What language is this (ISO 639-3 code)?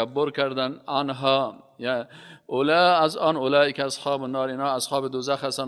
fas